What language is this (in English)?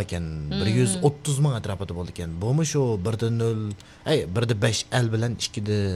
Uyghur